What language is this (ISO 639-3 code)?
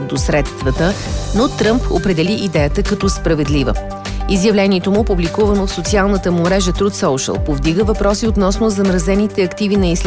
bul